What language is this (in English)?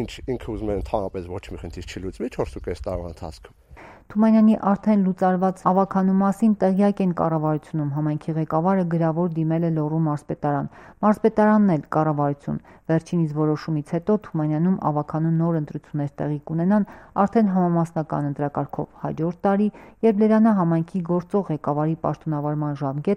Armenian